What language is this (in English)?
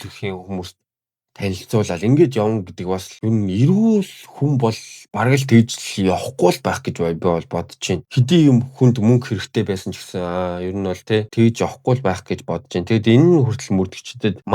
Mongolian